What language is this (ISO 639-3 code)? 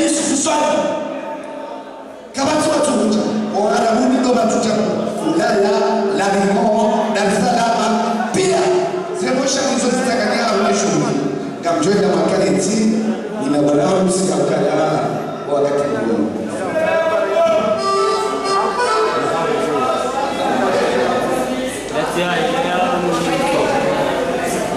swa